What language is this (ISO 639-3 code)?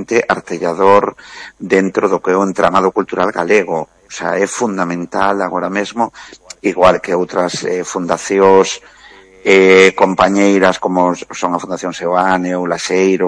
glg